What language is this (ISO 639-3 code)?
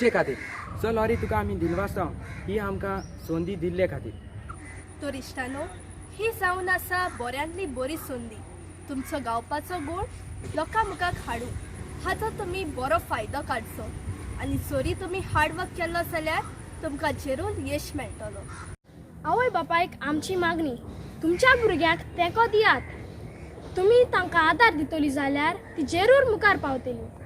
kok